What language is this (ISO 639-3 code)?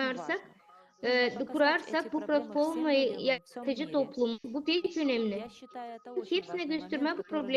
gag